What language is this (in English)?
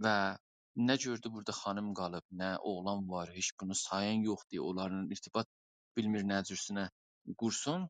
South Azerbaijani